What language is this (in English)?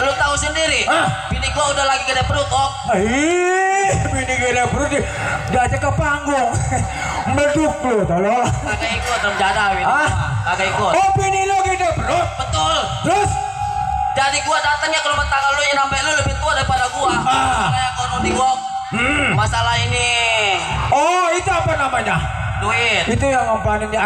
Betawi